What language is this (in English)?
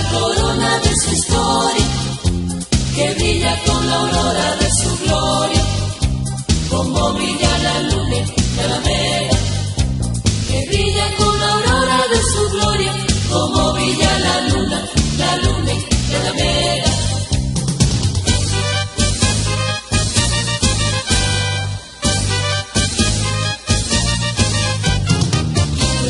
Spanish